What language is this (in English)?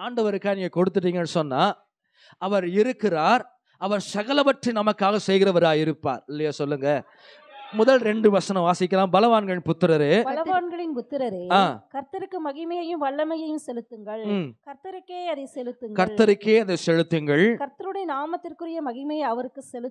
Tamil